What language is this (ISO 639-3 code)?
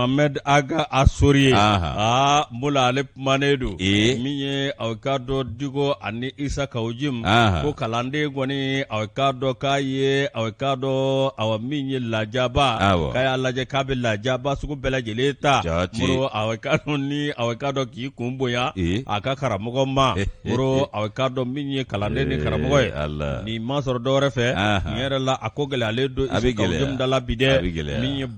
bam